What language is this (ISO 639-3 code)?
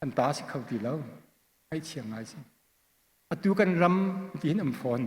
cnh